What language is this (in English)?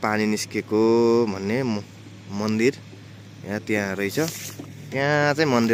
Nepali